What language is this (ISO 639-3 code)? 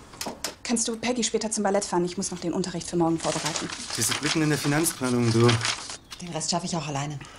deu